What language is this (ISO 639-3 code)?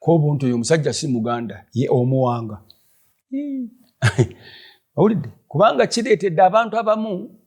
lug